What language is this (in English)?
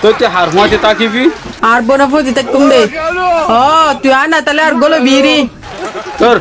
Rohingya